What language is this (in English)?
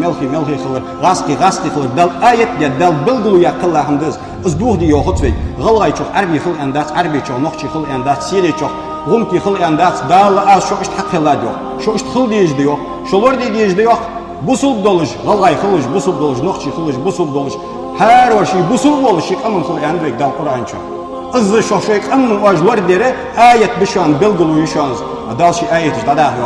Ingush